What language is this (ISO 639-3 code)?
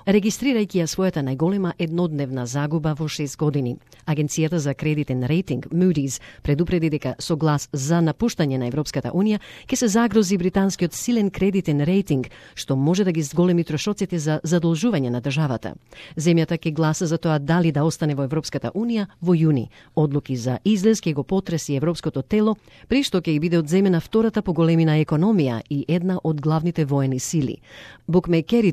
mkd